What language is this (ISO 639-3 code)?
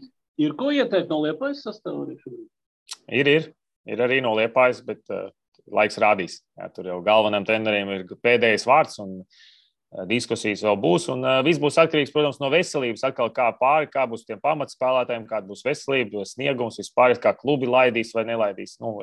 lav